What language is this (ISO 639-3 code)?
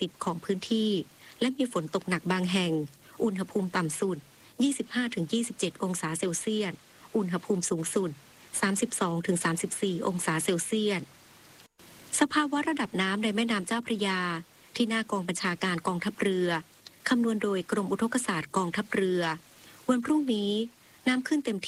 tha